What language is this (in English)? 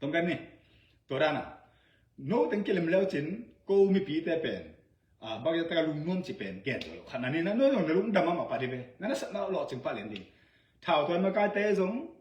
Tedim Chin